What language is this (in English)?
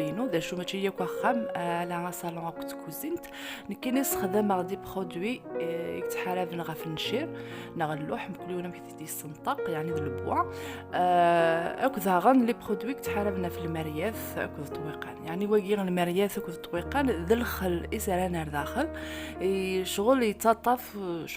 Kabyle